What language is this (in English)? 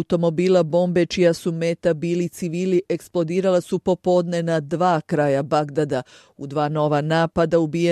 Bosnian